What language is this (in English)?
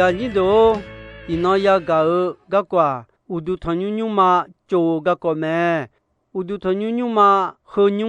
Akha